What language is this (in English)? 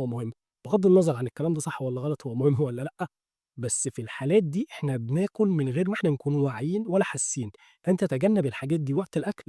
Egyptian Arabic